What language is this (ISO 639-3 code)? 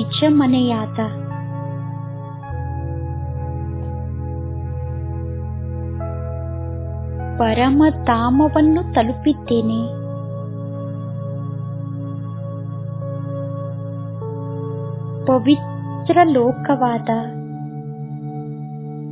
kan